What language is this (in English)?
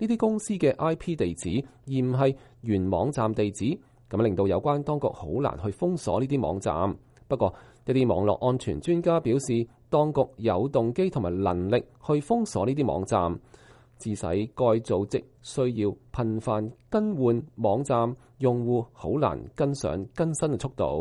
Cantonese